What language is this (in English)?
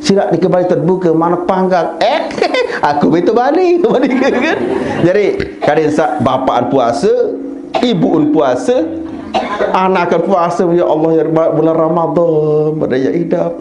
Sasak